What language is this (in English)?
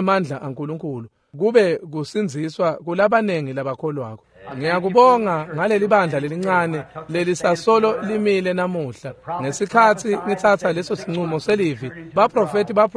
Swati